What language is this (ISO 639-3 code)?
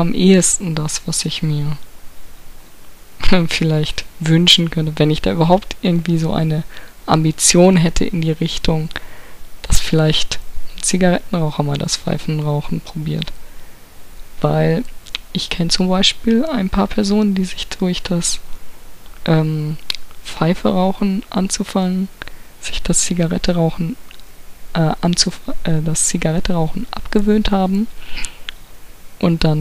deu